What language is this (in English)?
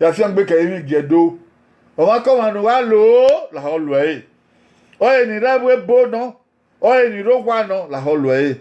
Bini